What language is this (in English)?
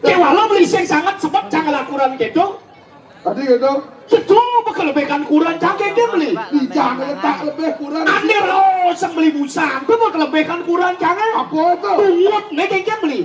Balinese